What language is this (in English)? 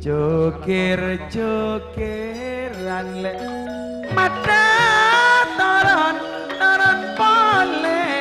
Madurese